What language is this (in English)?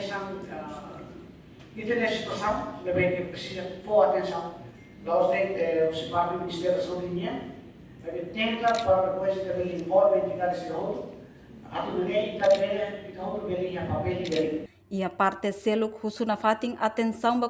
Tetum